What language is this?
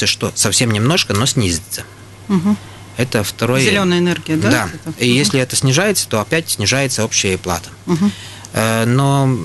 Russian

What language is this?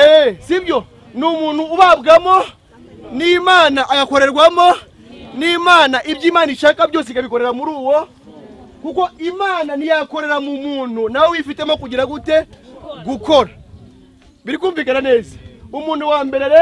Kinyarwanda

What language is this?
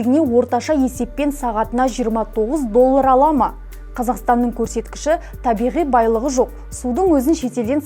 Kazakh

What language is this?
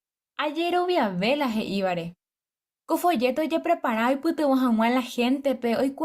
Guarani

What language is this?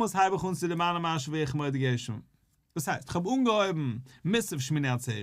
Yiddish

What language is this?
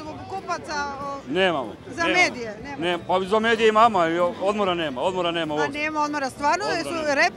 Serbian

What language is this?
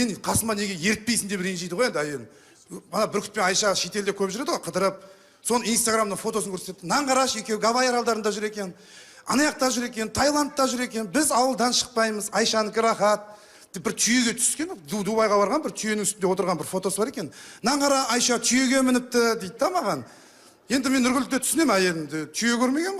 Kazakh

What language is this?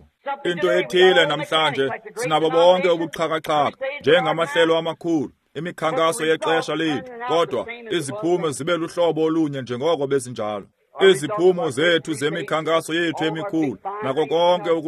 Xhosa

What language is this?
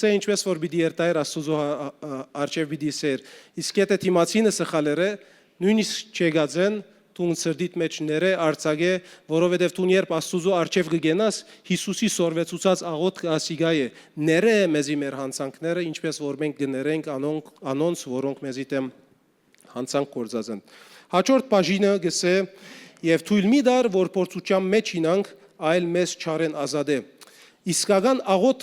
Western Armenian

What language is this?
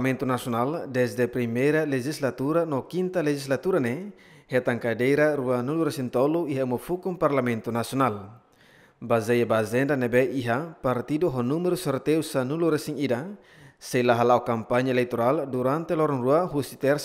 Tetum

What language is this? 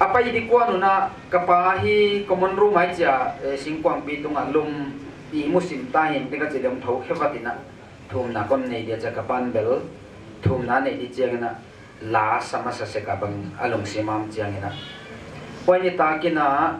Paite Chin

